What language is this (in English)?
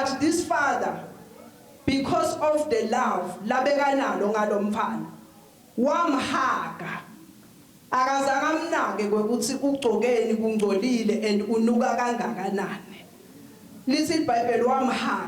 Swati